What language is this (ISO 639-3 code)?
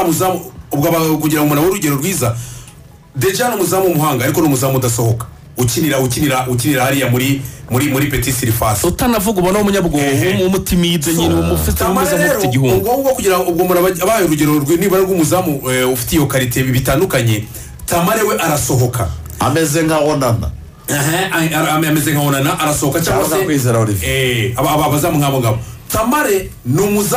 kin